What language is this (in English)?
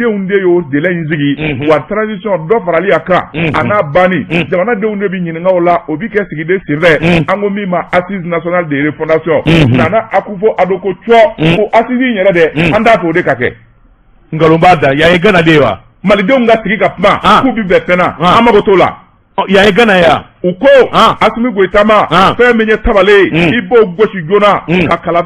Bambara